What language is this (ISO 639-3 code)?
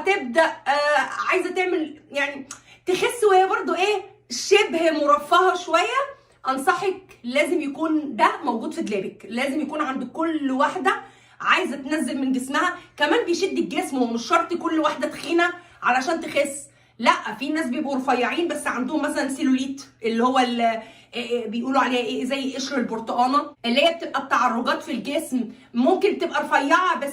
arz